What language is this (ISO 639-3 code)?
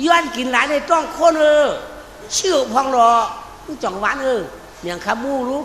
shn